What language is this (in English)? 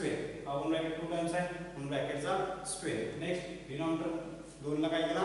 Marathi